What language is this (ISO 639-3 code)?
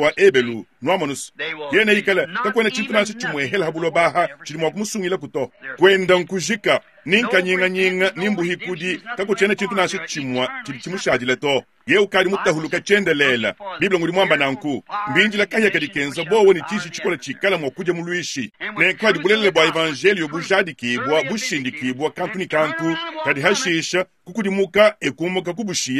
lua